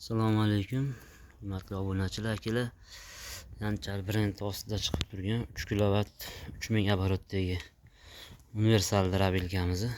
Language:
Uzbek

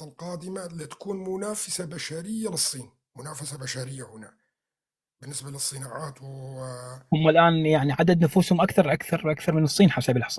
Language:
North Levantine Arabic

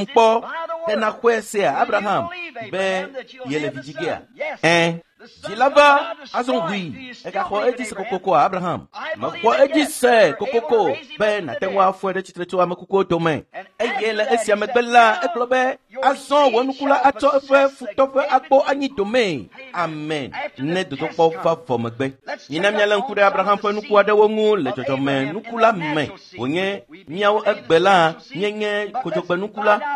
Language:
Ewe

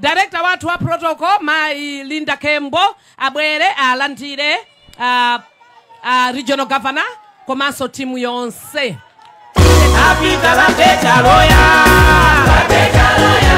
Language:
Nyanja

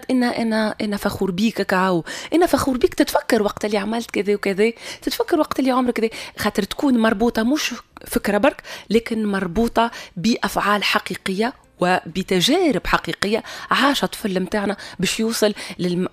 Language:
Tunisian Arabic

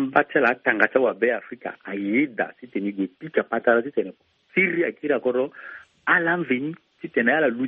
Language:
Sango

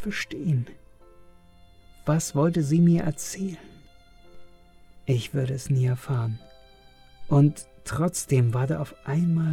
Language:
German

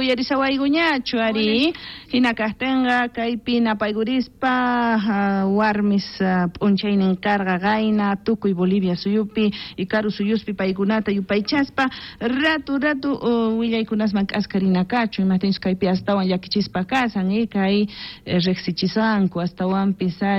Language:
South Bolivian Quechua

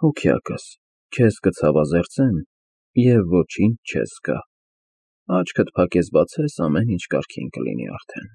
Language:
Armenian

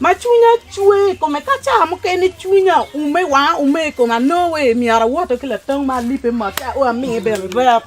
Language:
Acoli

